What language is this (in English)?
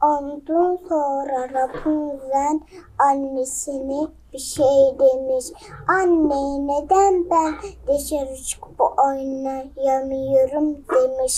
Uyghur